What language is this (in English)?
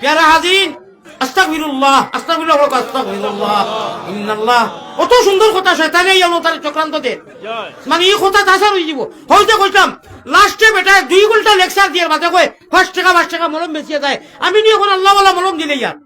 Sylheti